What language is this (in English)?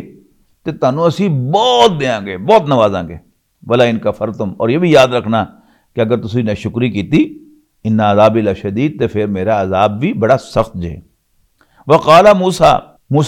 Western Panjabi